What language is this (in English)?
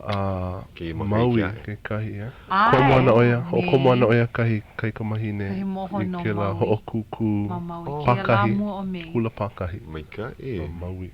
Hawaiian